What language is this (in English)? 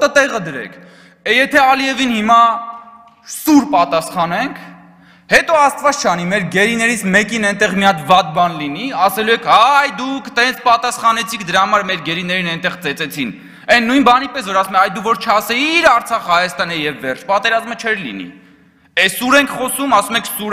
Armenian